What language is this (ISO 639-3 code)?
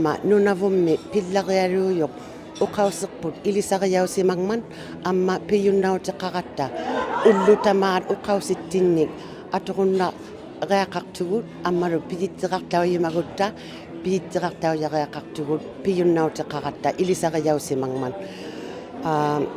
iku